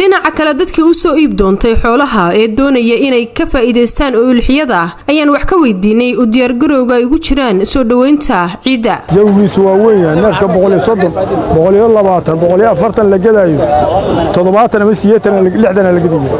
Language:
Somali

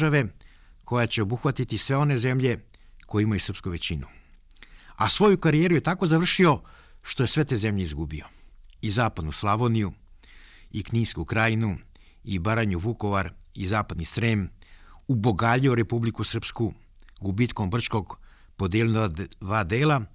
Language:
Serbian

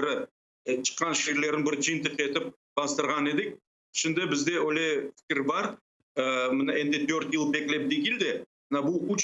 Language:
Crimean Tatar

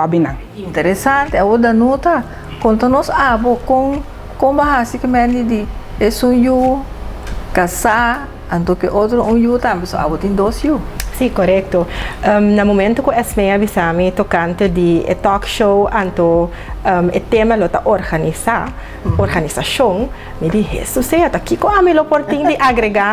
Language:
Papiamento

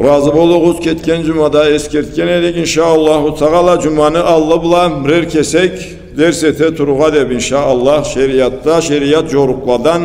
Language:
Karachay-Balkar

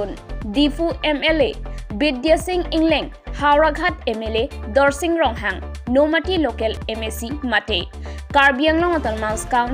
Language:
Karbi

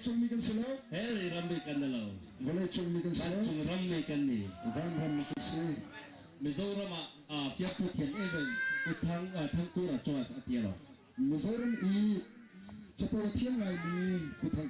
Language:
Hakha Chin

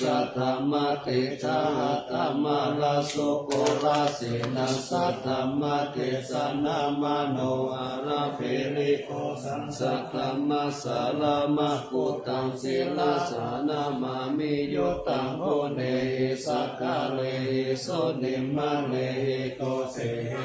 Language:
Pali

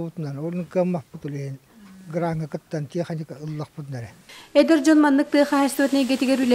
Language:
Yakut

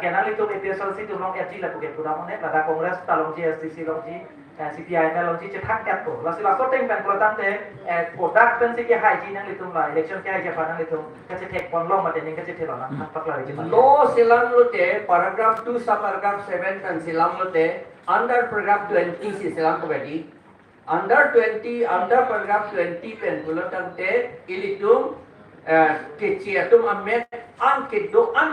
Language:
Karbi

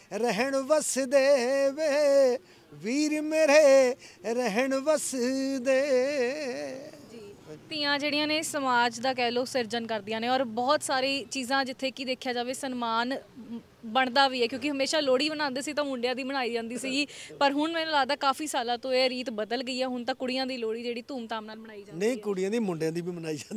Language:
Punjabi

